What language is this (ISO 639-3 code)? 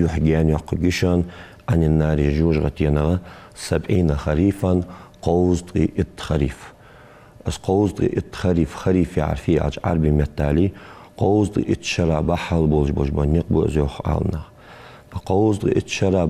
inh